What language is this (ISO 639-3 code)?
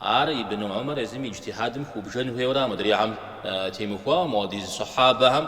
kbd